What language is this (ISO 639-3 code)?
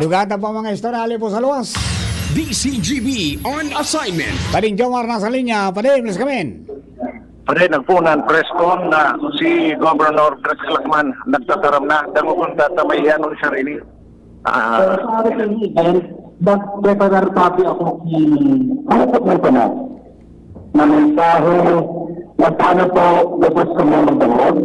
bik